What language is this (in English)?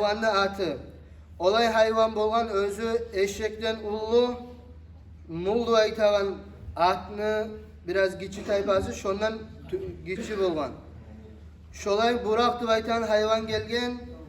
Kumyk